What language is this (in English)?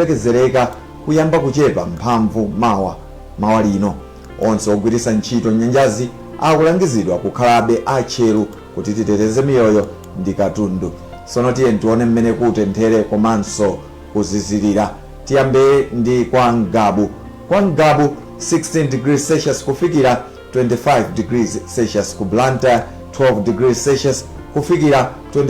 Nyanja